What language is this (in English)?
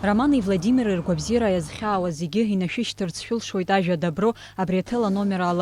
Abkhazian